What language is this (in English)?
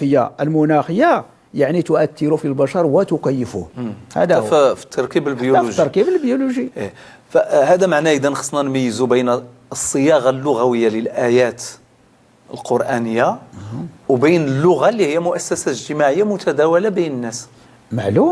Moroccan Arabic